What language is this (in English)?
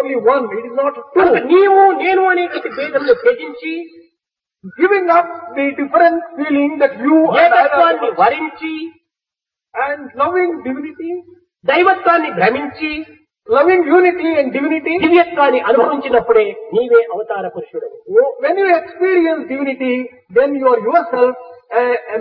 Telugu